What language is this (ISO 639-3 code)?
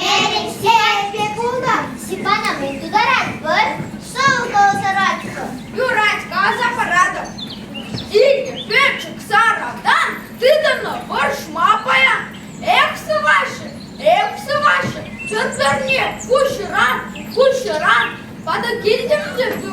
chv